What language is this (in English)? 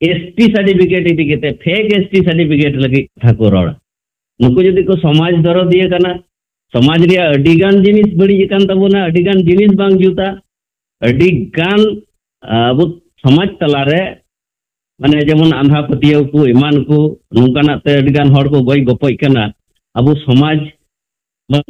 Santali